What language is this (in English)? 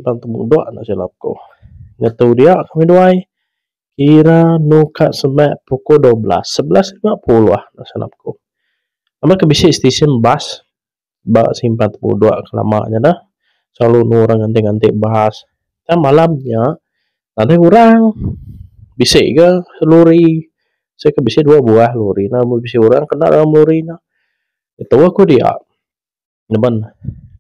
Iban